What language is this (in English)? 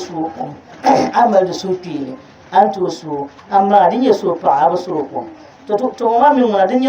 Dagbani